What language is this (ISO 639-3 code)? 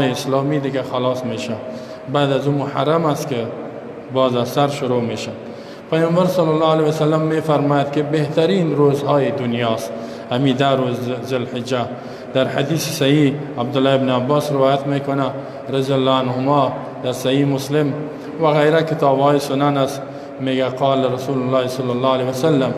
fas